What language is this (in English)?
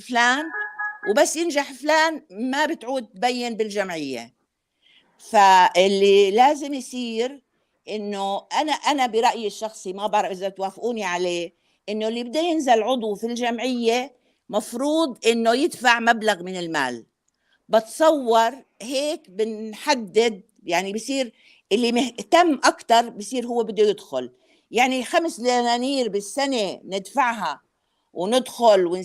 North Levantine Arabic